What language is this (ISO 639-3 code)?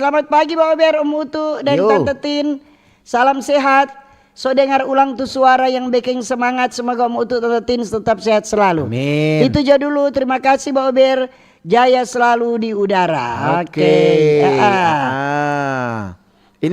xmm